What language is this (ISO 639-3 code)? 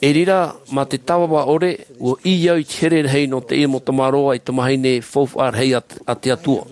tah